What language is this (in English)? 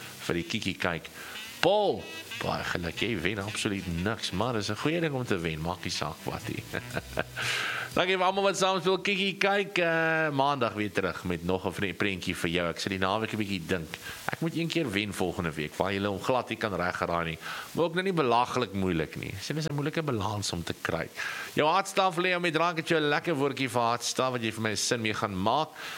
Afrikaans